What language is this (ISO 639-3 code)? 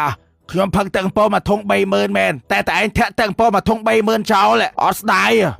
khm